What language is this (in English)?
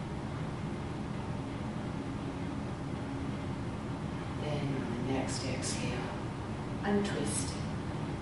English